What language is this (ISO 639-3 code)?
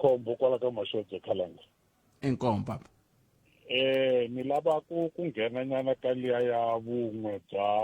tso